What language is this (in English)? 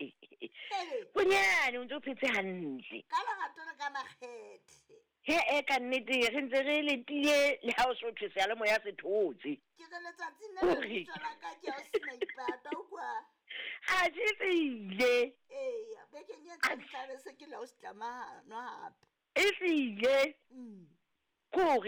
Southern Sotho